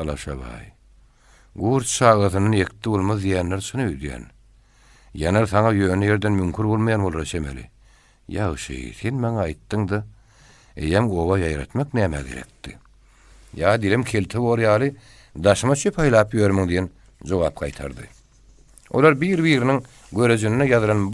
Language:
Turkmen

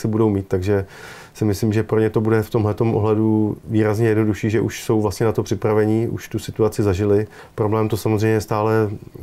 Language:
Czech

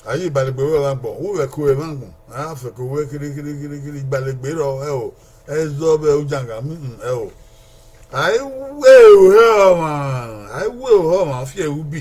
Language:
Bini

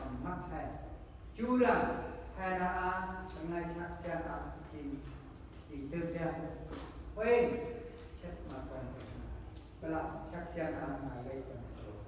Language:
Central Mnong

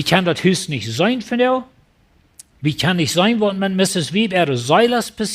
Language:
Plautdietsch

